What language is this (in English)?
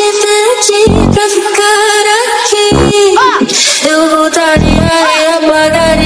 Portuguese